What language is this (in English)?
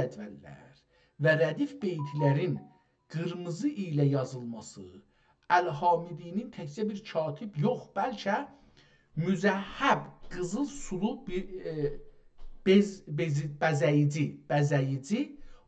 South Azerbaijani